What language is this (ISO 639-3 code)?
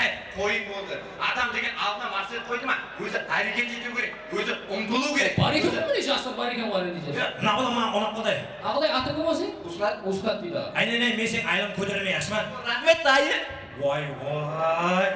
kaa